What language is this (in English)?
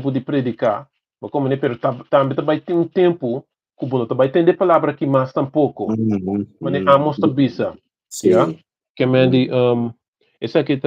Papiamento